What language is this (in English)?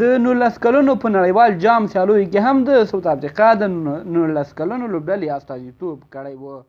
Pashto